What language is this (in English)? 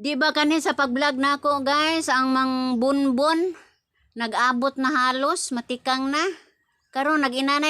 Cebuano